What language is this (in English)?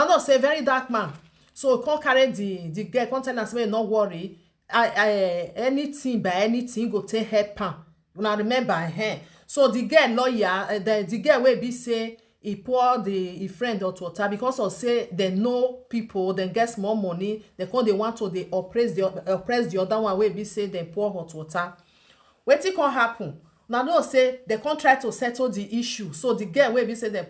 Nigerian Pidgin